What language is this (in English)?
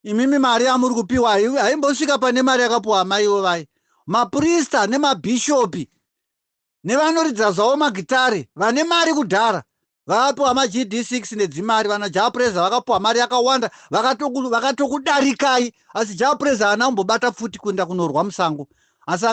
Shona